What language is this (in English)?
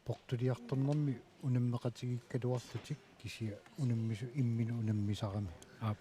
Kalaallisut